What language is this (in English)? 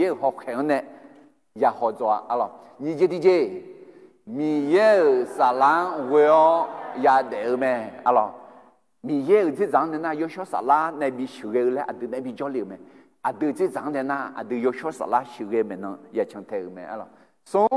Akha